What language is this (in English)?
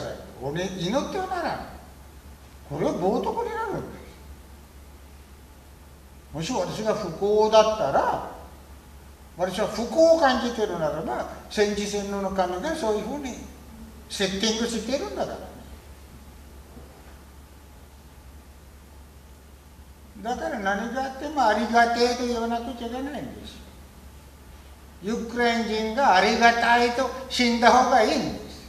Japanese